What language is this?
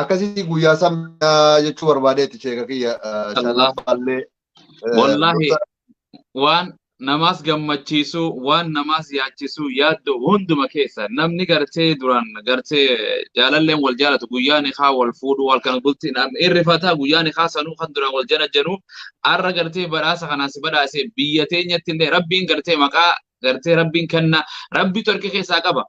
Oromo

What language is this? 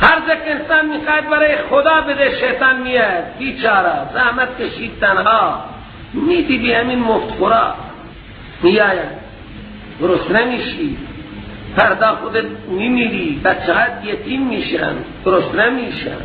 Persian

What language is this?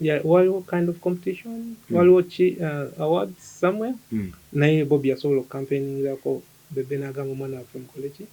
Ganda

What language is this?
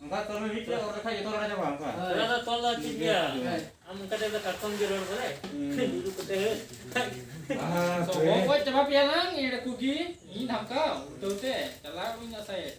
Santali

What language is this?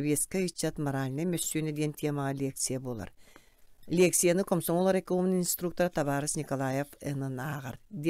Yakut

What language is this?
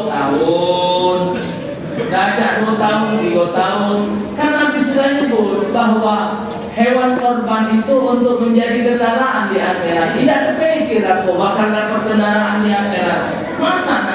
Musi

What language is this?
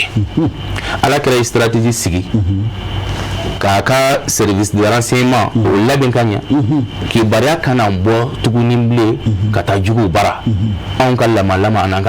Bambara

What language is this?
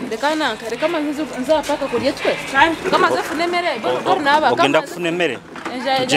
Nyoro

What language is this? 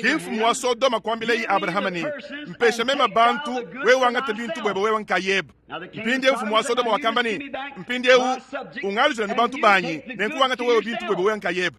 Luba-Lulua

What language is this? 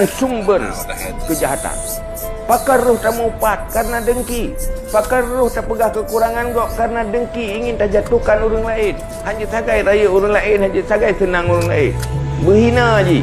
Achinese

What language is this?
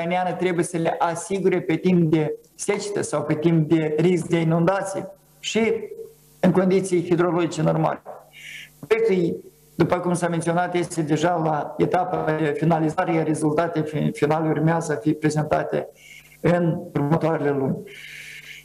Romanian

